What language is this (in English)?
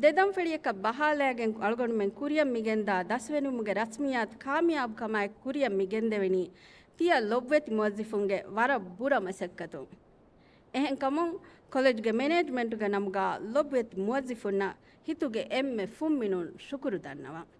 Divehi